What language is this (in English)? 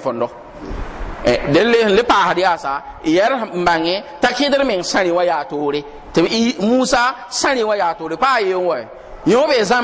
Mossi